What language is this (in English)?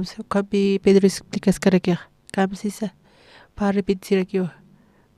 Aymara